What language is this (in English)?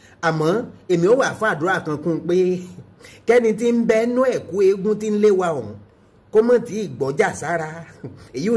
Yoruba